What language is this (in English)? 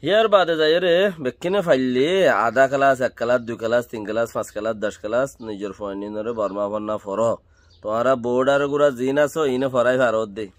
Rohingya